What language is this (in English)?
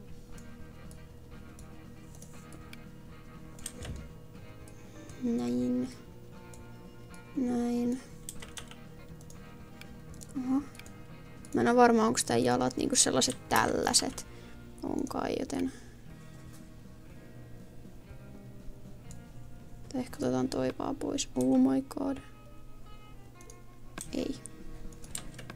Finnish